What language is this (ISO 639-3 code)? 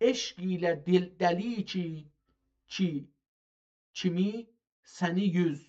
azb